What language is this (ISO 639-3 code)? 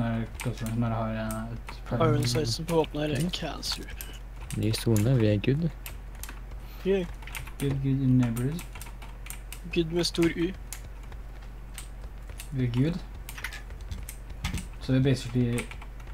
nor